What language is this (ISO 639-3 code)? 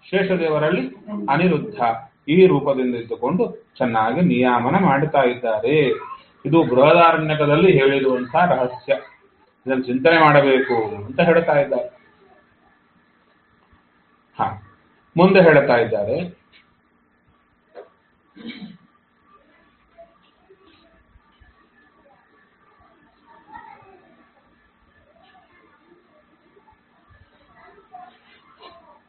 kan